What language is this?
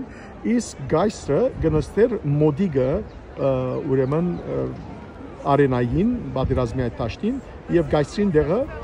Western Armenian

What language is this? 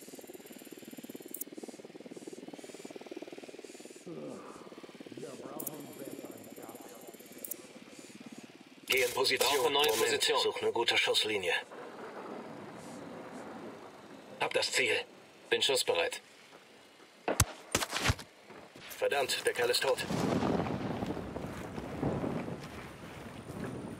German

